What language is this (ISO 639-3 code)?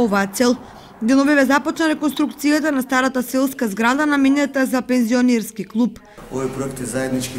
mkd